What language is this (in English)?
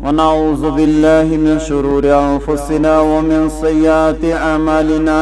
Kashmiri